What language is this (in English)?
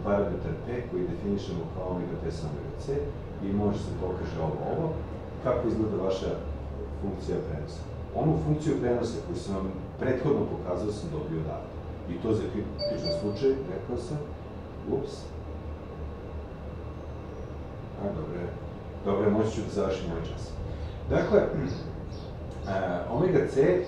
Serbian